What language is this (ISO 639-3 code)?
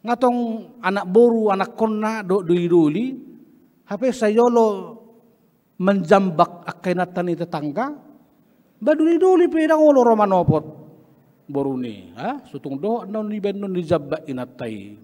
bbc